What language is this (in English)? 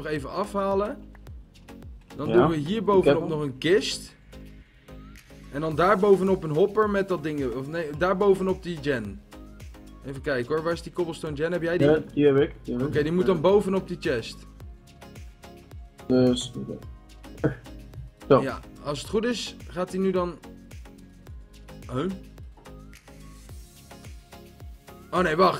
Dutch